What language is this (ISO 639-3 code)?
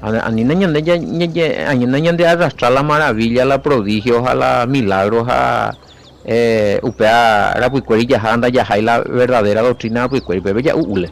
grn